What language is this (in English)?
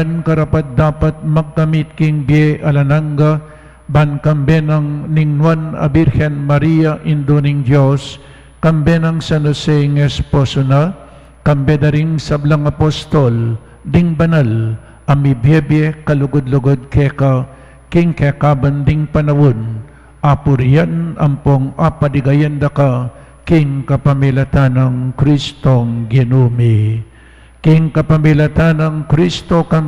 Pampanga